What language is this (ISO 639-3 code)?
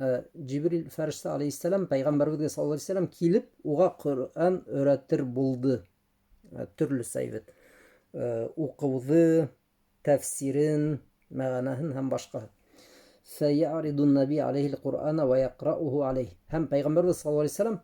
bak